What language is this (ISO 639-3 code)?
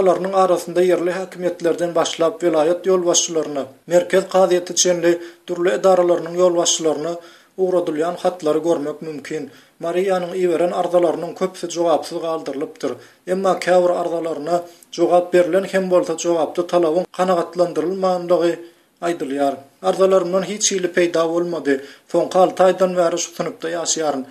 tuk